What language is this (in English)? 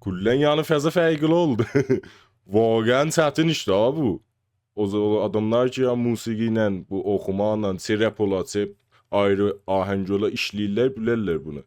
South Azerbaijani